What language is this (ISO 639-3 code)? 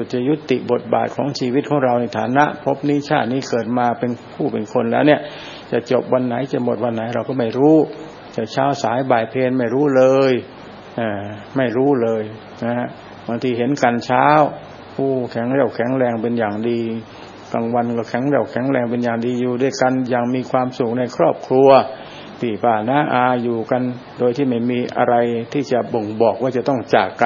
tha